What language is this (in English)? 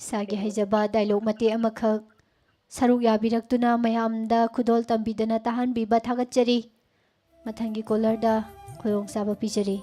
Manipuri